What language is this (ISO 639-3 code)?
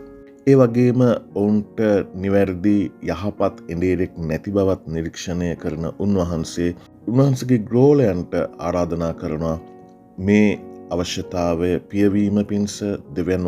sin